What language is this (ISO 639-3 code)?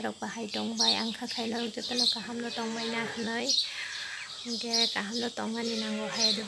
trp